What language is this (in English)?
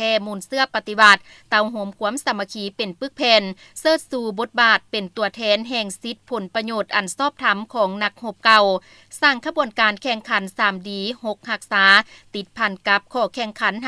Lao